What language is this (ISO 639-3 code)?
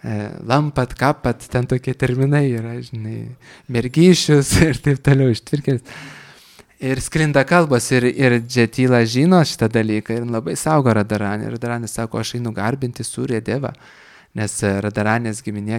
lit